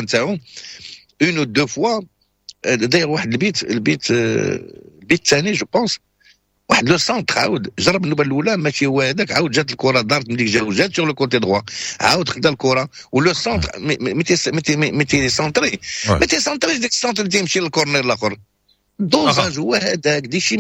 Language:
Moroccan Arabic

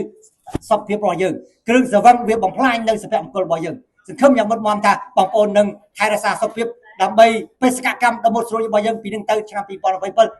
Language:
Khmer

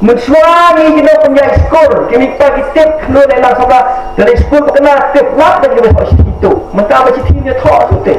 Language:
Khasi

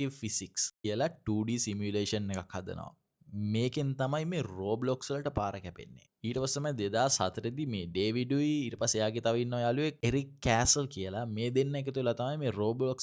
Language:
Sinhala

